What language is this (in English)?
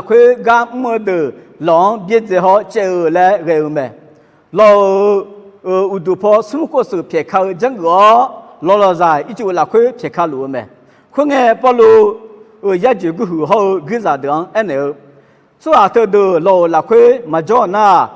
Akha